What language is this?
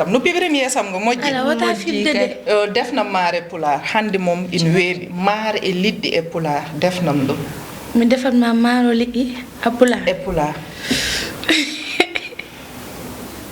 Fula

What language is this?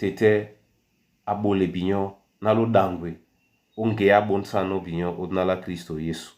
Duala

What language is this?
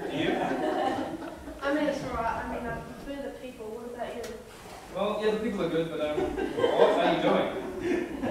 English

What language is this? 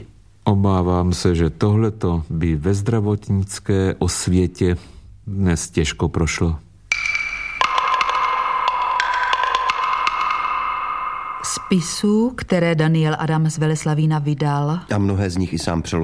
Czech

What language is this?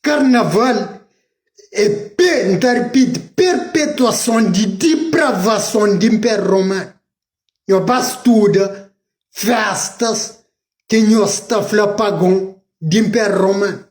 Kabuverdianu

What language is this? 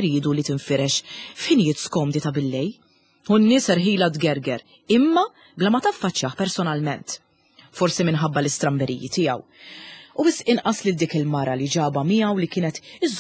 Maltese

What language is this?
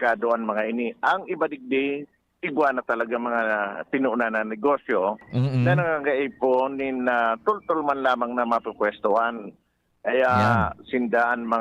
Bikol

